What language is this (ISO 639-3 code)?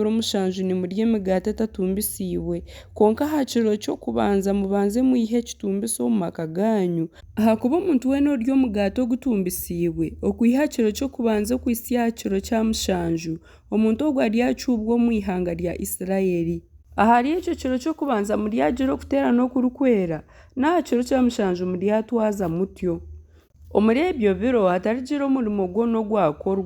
nyn